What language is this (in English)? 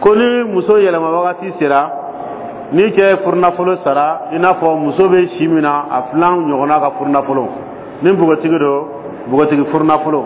Dyula